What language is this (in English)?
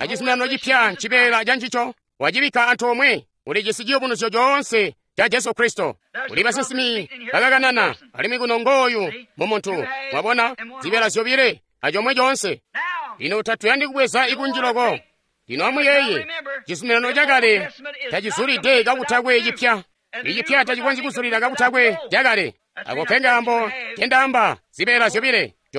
Tonga (Zambia)